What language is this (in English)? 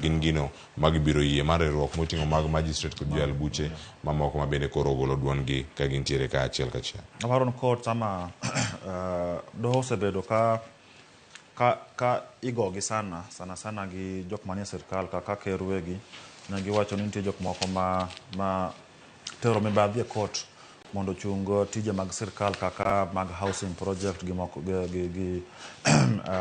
Luo (Kenya and Tanzania)